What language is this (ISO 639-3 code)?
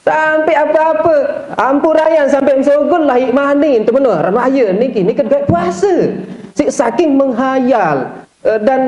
sas